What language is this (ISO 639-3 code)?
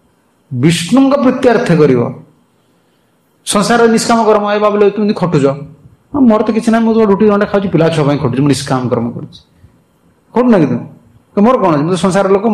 ori